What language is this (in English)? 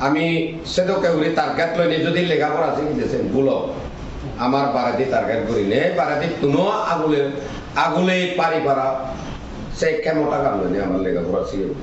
Chakma